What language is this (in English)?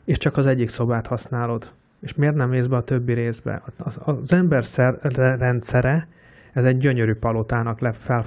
Hungarian